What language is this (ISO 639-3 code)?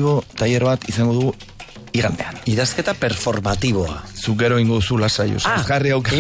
eus